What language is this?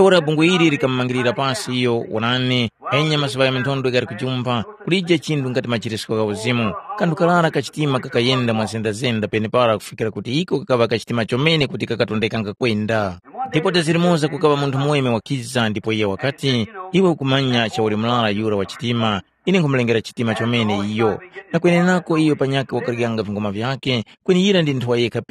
Tumbuka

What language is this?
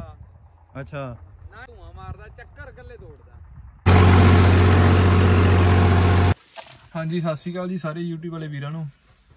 Punjabi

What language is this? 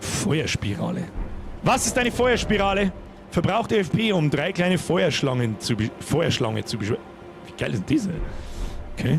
Bavarian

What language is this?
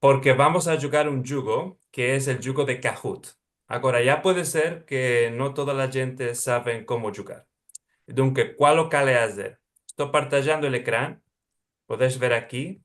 Ladino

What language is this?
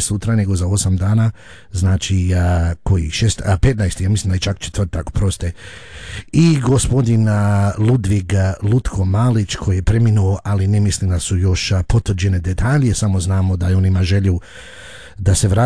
Croatian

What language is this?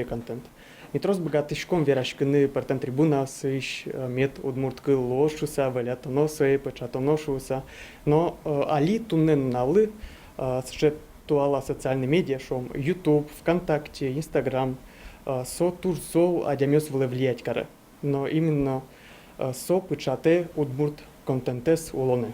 Udmurt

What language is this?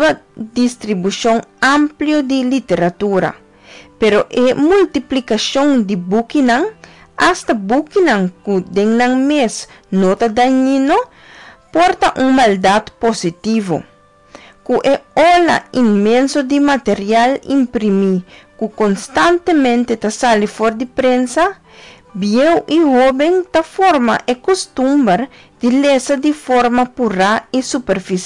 Papiamento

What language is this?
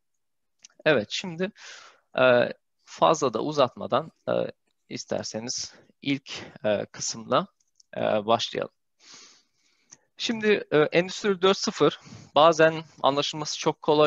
Turkish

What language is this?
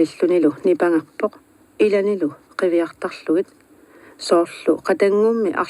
Kalaallisut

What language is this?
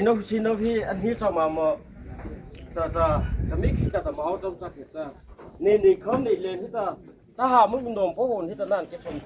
Mara Chin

